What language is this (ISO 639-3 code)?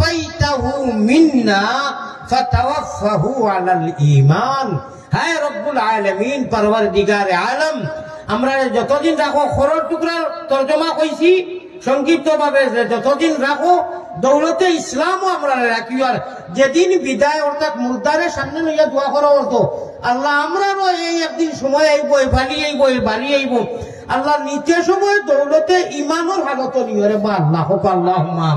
syl